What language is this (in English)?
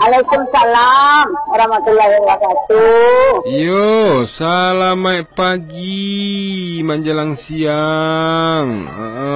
Minangkabau